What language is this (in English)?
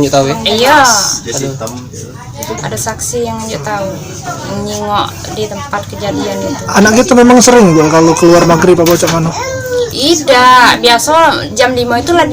Musi